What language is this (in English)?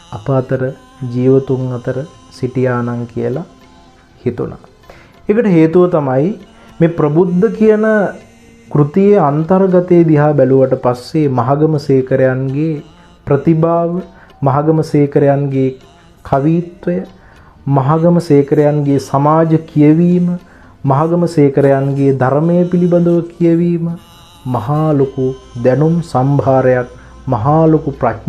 Sinhala